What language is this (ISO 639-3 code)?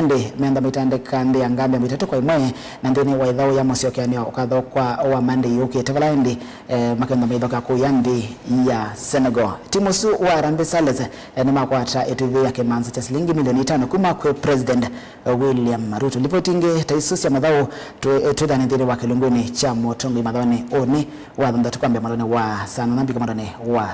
kam